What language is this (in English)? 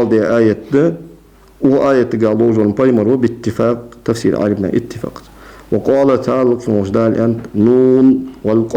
Ingush